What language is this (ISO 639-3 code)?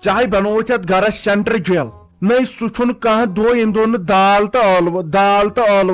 kas